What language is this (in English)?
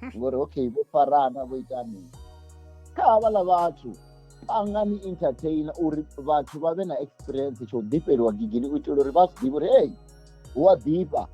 Venda